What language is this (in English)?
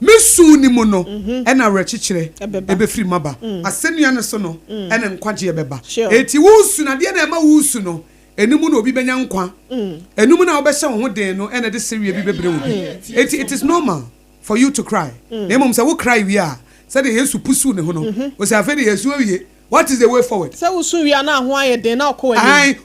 Akan